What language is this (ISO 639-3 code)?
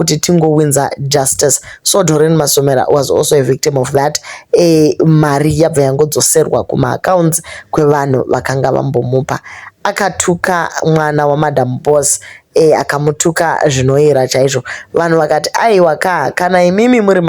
sna